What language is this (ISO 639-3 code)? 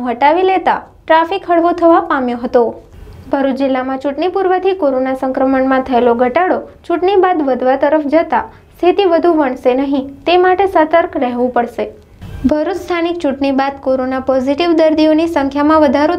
guj